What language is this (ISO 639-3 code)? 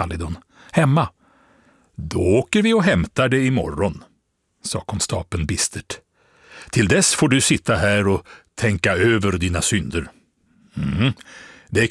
swe